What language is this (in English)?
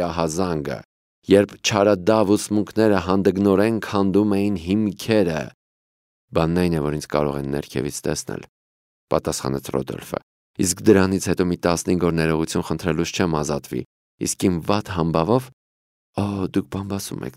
Armenian